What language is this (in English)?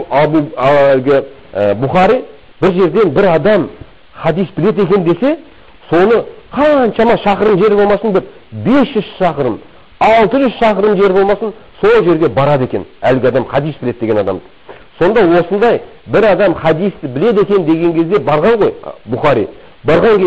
Kazakh